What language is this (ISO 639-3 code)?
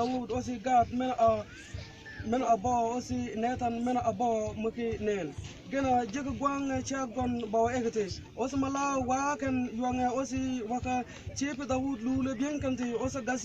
mfz